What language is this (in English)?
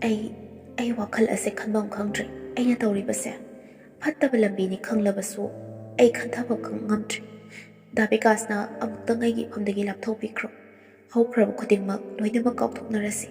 Manipuri